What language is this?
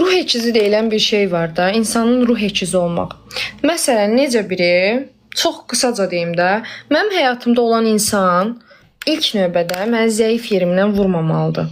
Azerbaijani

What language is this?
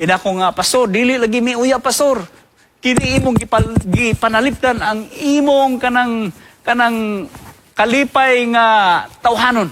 Cebuano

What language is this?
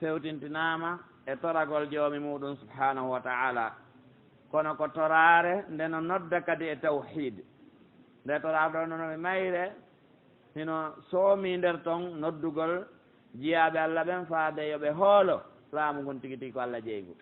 Pular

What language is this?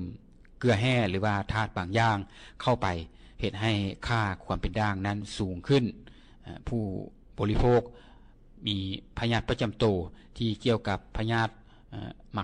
Lao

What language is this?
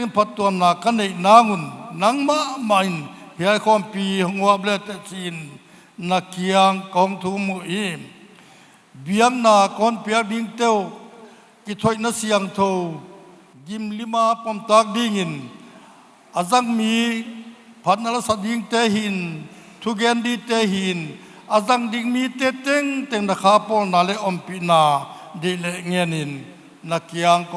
Paite Chin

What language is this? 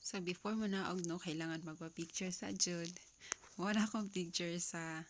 Cebuano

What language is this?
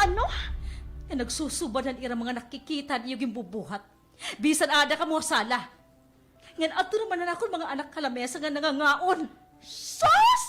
Waray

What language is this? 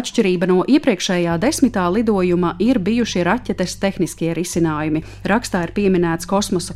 Latvian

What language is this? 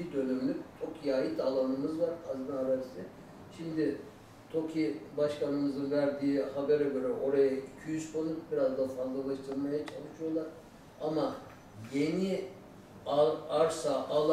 Turkish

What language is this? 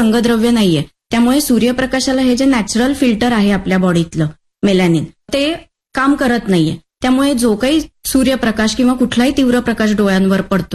Marathi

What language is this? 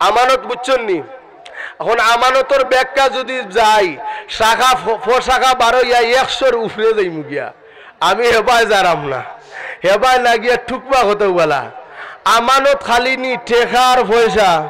Sylheti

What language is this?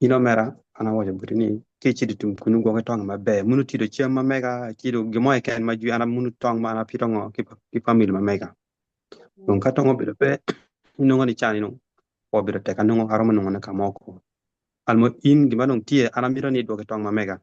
Acoli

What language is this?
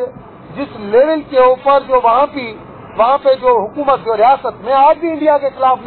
Urdu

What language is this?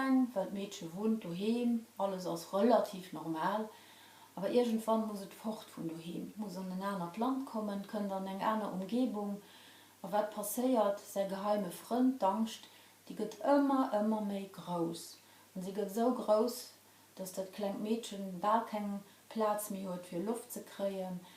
Luxembourgish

